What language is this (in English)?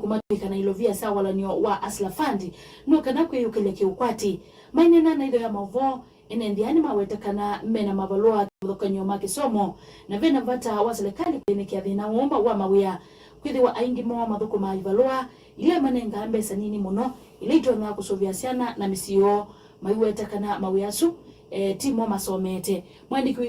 Kamba